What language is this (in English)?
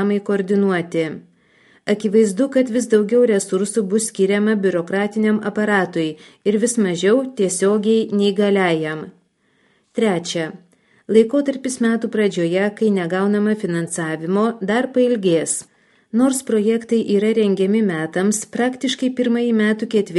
Lithuanian